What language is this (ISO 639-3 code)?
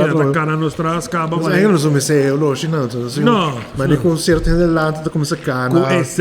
pap